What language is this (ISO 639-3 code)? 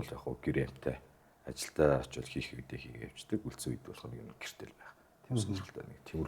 mon